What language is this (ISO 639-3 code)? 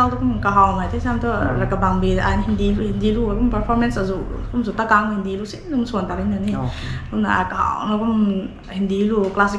nbu